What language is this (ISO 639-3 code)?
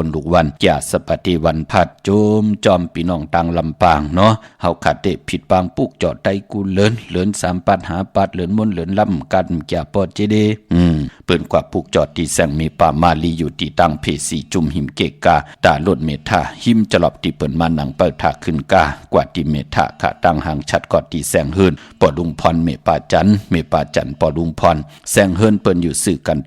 shn